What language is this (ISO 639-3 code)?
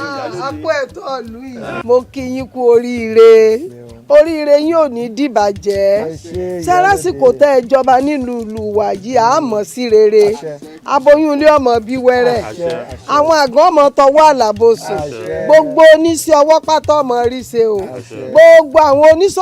yor